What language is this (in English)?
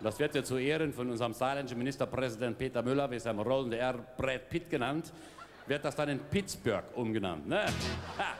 Palatine German